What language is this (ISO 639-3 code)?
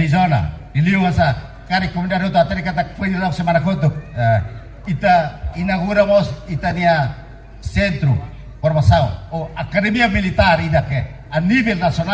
tet